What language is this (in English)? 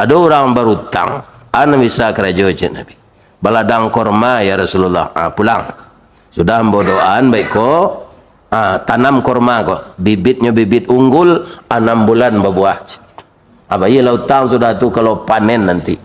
Minangkabau